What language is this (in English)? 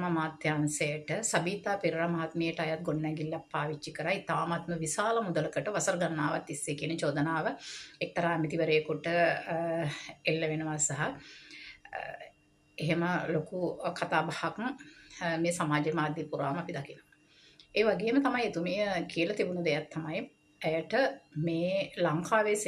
Sinhala